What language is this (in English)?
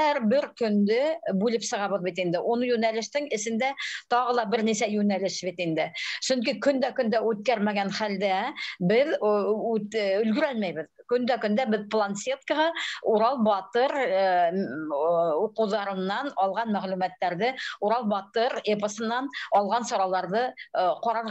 Bashkir